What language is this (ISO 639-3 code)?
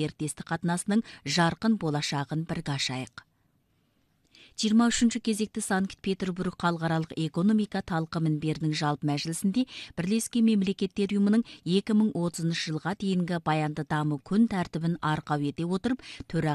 kaz